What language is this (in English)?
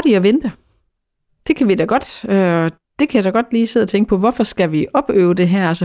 Danish